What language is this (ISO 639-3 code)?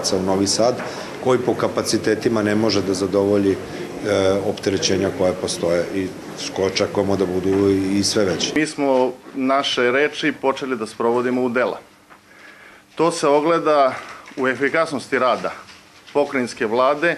srp